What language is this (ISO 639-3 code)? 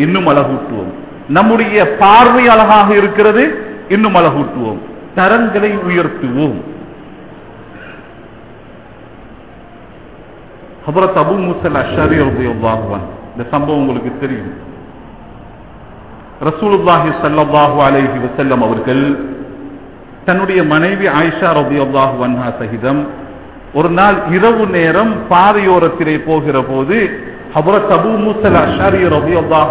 tam